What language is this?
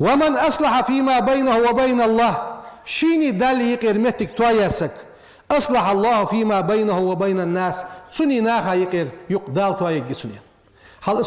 Ingush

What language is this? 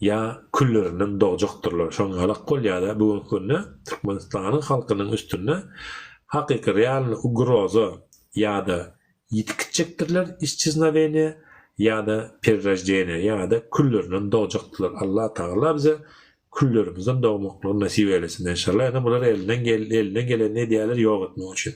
Turkmen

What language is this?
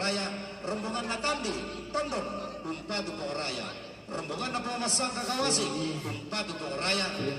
Toraja-Sa'dan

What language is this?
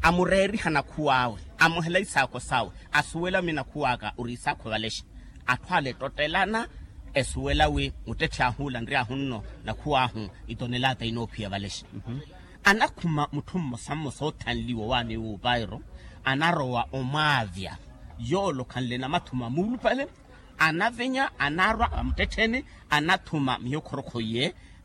Makhuwa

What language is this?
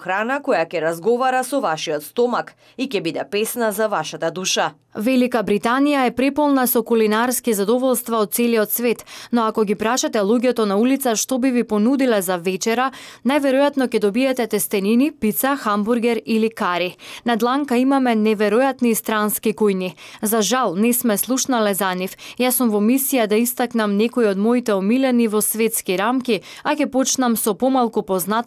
Macedonian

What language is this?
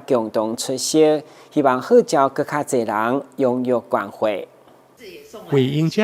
Min Nan Chinese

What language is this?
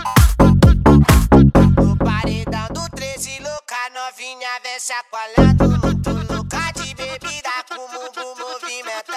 Portuguese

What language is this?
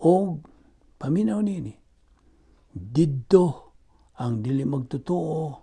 Cebuano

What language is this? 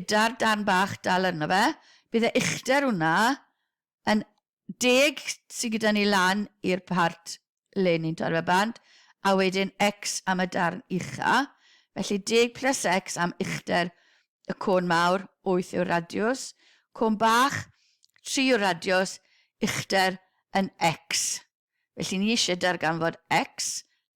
Welsh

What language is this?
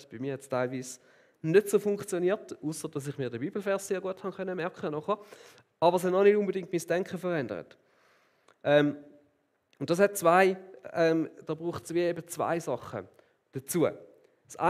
Swiss German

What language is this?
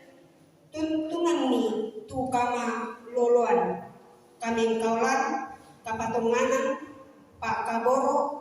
Toraja-Sa'dan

